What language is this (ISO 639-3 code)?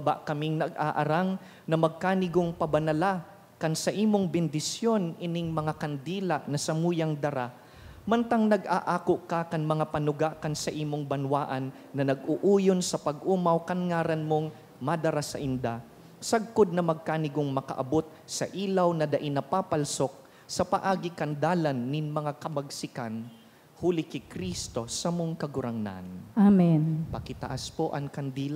bik